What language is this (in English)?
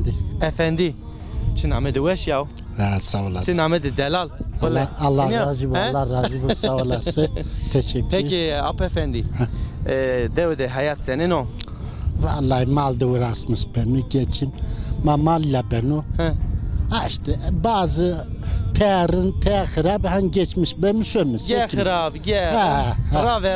Zaza